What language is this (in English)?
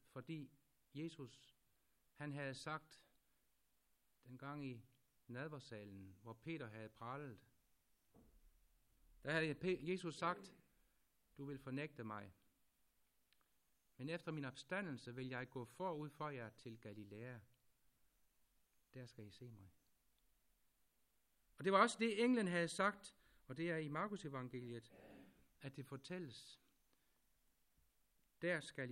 Danish